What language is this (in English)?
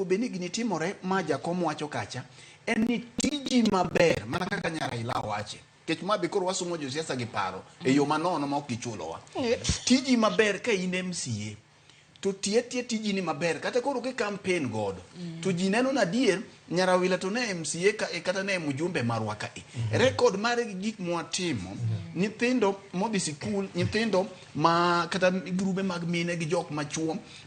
Luo (Kenya and Tanzania)